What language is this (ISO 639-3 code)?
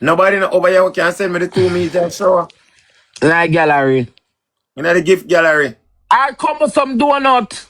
jam